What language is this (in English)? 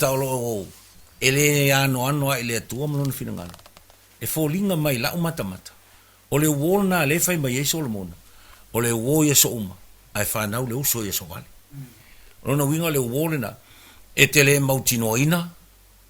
Samoan